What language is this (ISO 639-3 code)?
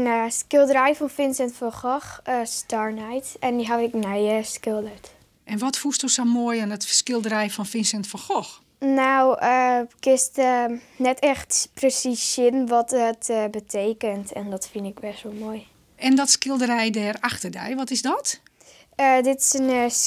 fry